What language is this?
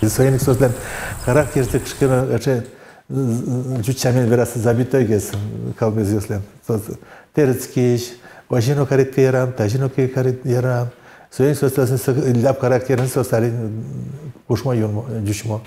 Udmurt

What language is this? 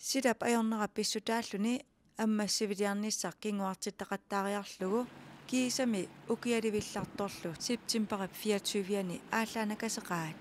Kalaallisut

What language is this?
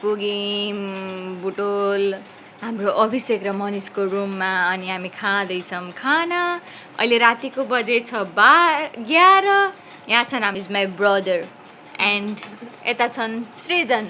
Nepali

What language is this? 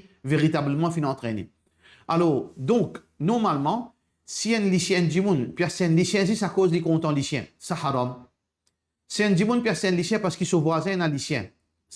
Morisyen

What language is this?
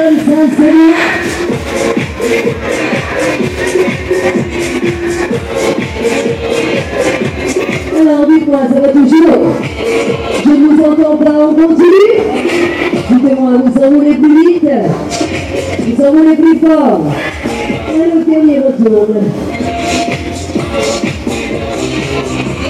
French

